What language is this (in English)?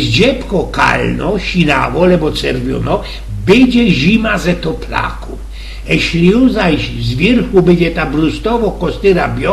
Silesian